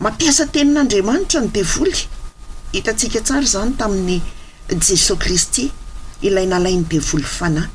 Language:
Malagasy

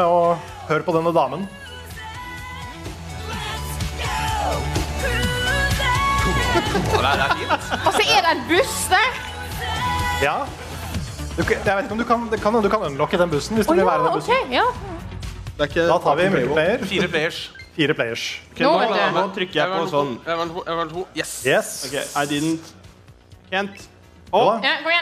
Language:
Norwegian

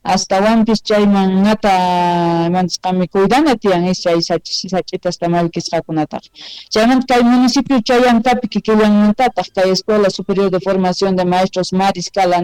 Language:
South Bolivian Quechua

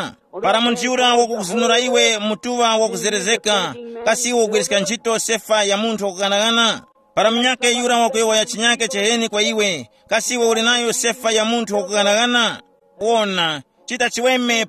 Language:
Tumbuka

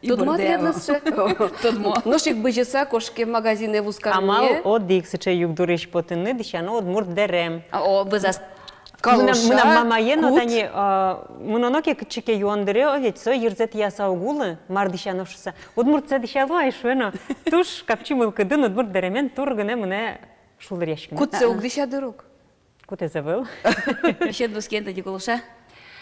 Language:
Udmurt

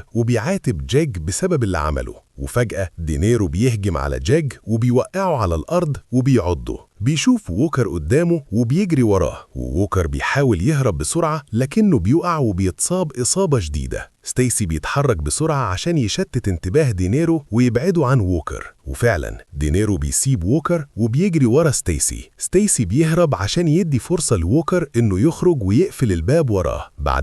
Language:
Egyptian Arabic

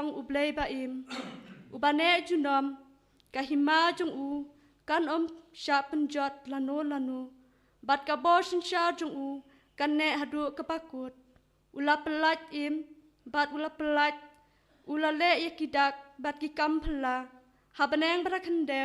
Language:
Khasi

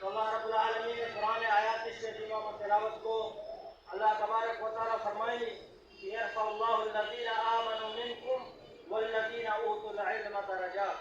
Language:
Baluchi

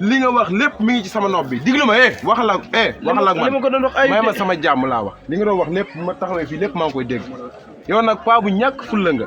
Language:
Wolof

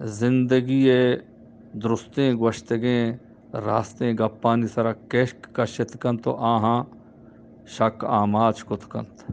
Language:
Eastern Balochi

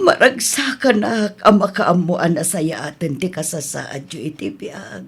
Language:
Iloko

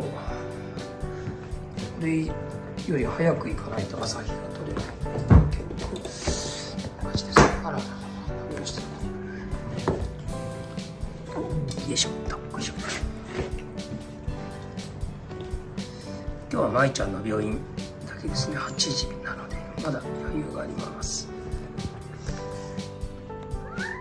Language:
Japanese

